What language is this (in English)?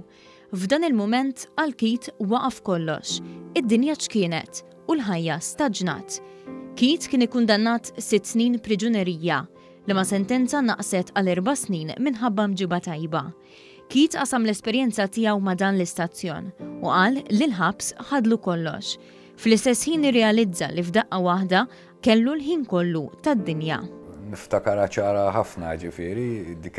Maltese